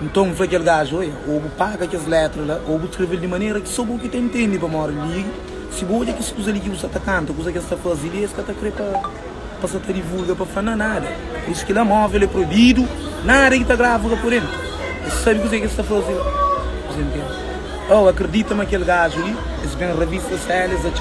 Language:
Kabuverdianu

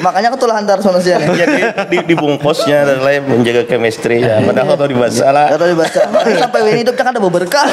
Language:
Banjar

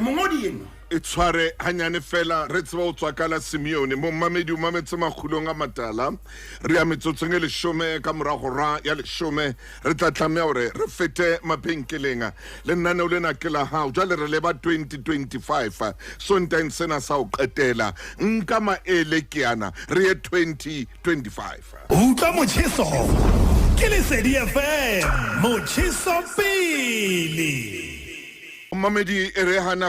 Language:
Southern Sotho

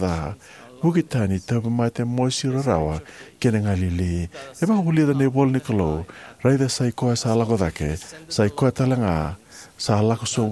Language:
Fijian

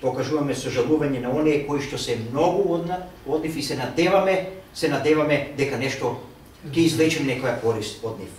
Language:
Macedonian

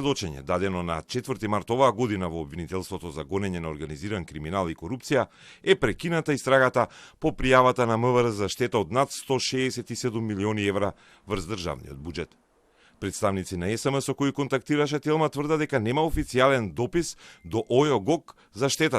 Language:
Macedonian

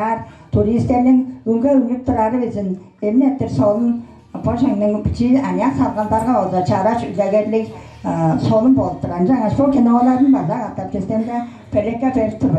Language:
Tuvinian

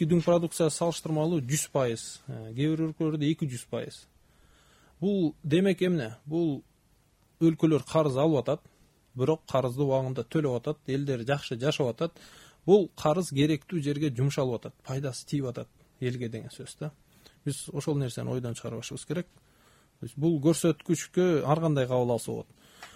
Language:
Kyrgyz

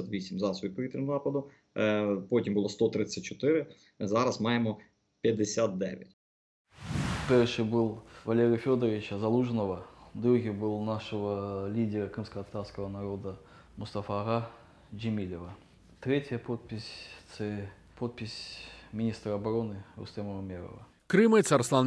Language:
Ukrainian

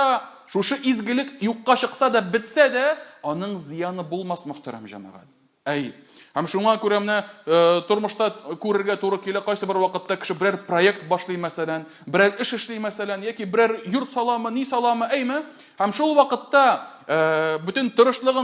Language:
Tatar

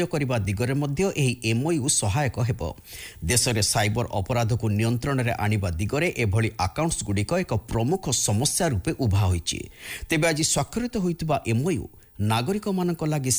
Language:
Odia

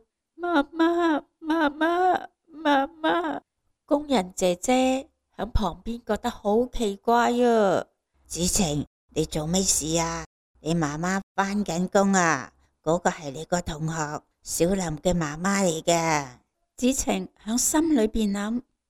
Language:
Cantonese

